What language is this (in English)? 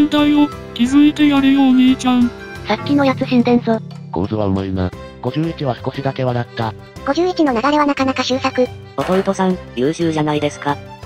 Japanese